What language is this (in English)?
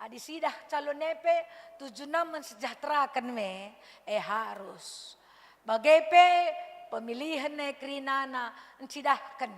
Batak Karo